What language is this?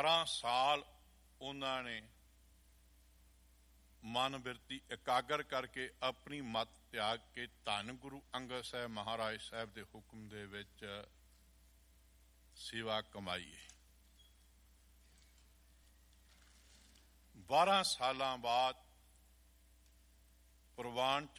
Punjabi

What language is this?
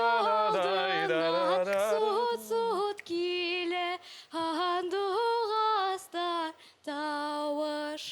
Bashkir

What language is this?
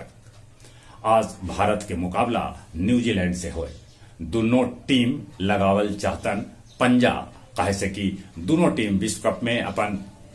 Magahi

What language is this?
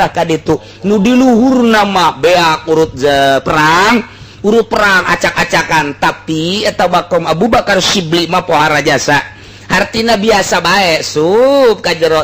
Sundanese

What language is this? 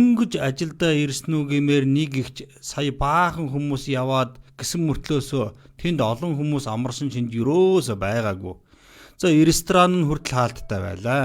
Mongolian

